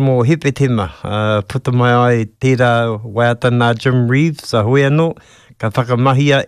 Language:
Māori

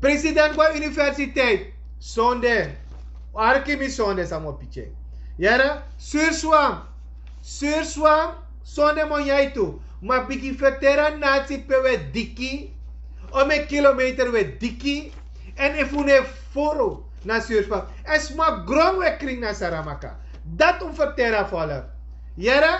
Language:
Sranan Tongo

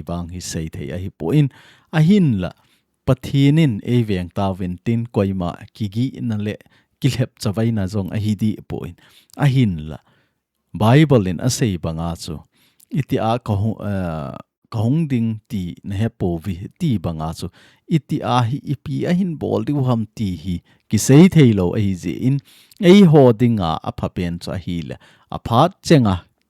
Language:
Thado Chin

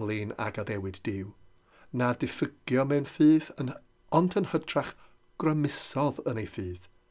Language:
Welsh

